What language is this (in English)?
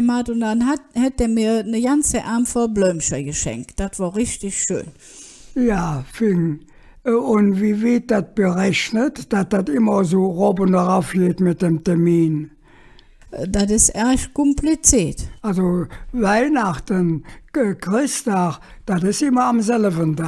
Colognian